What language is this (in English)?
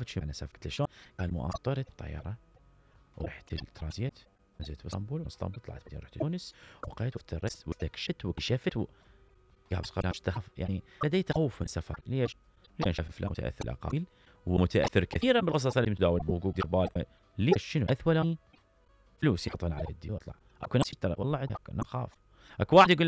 Mesopotamian Arabic